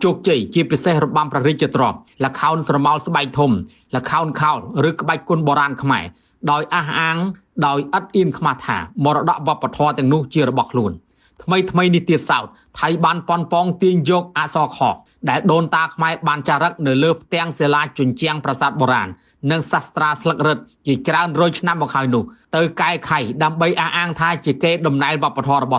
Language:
Khmer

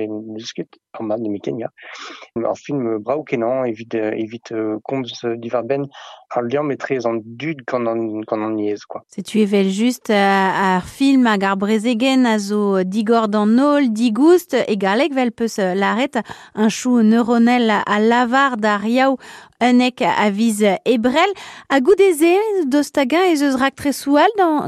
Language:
Breton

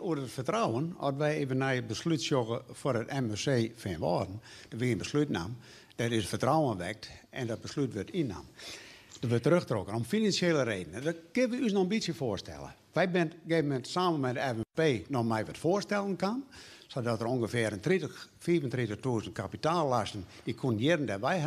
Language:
Western Frisian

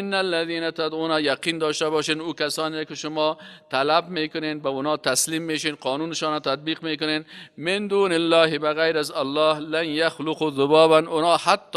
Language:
Persian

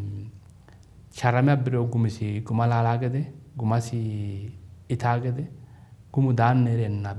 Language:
Sidamo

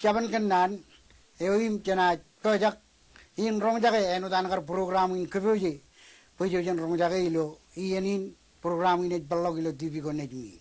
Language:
Marshallese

